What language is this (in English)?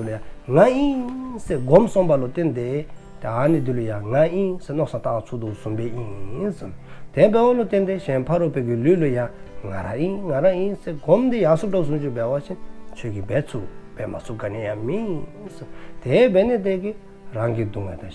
Dzongkha